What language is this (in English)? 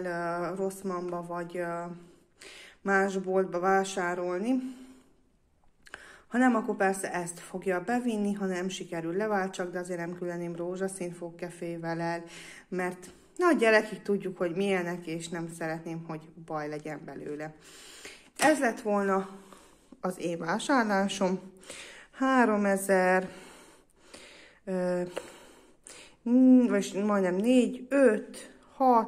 Hungarian